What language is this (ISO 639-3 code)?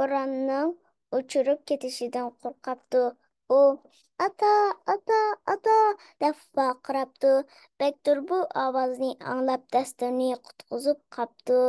uig